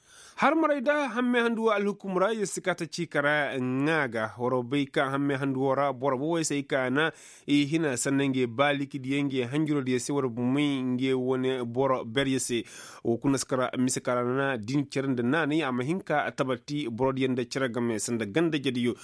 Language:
Koyraboro Senni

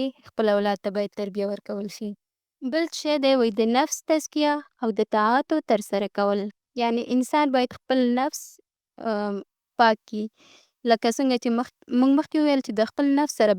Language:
Pashto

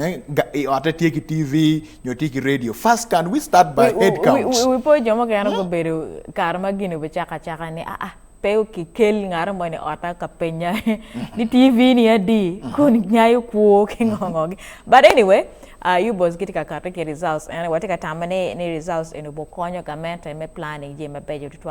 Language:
Acoli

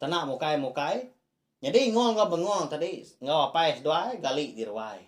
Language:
Iban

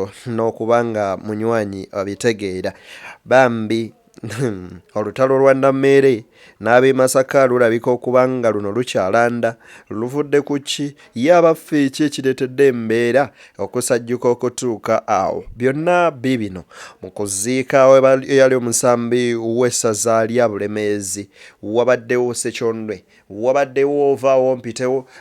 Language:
Ganda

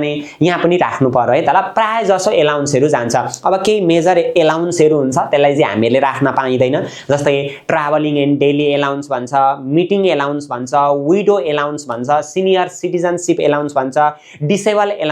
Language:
Nepali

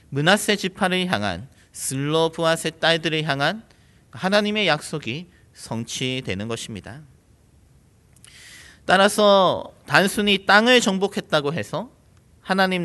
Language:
Korean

